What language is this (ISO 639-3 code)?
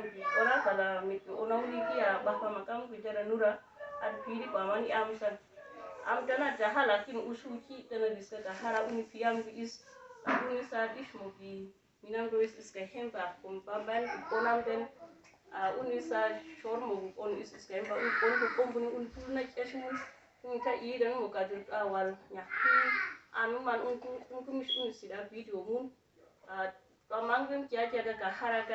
udu